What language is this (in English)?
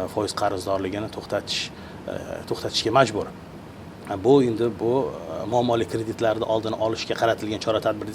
Uzbek